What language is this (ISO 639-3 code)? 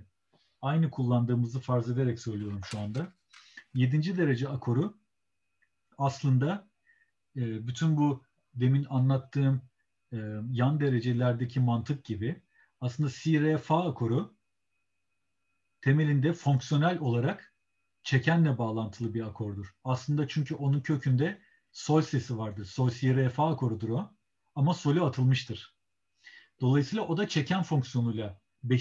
tur